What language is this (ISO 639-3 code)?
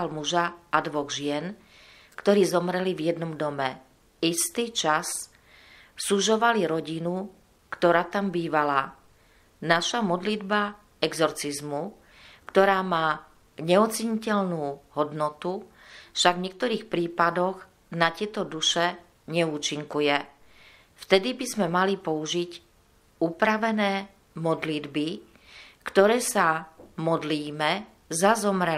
slk